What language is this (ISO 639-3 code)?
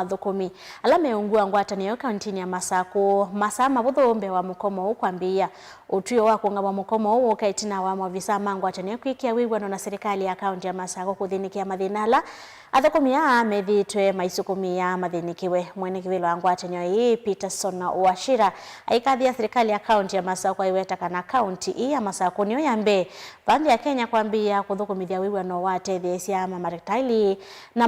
kam